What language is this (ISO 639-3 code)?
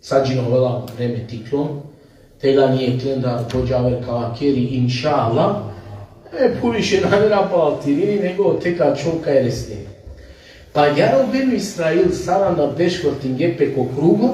rmn